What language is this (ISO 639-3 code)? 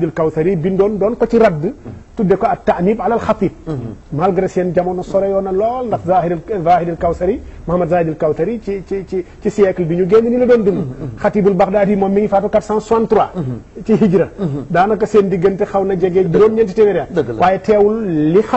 wol